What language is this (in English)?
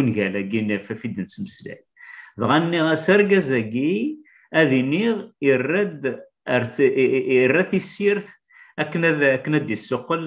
Kabyle